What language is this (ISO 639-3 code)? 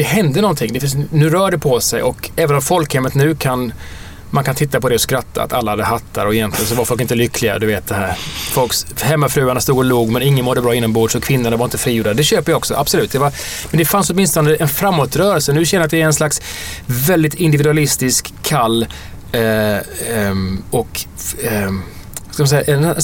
swe